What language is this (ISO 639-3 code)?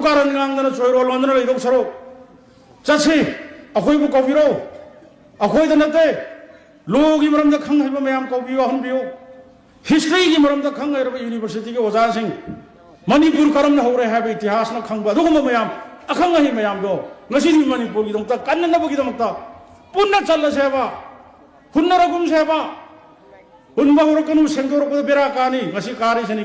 mni